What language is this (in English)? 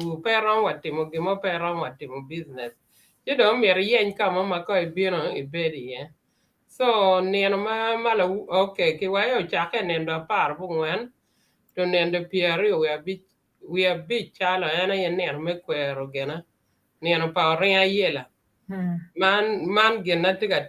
Acoli